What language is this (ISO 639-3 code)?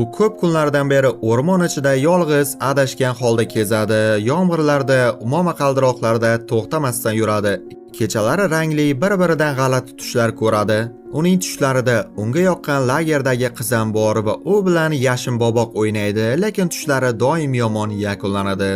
uzb